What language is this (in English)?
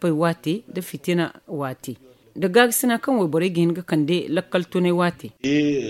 Zarma